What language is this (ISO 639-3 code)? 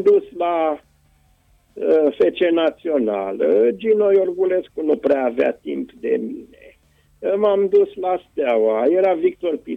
ron